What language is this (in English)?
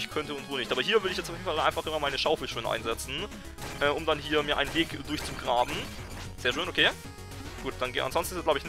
German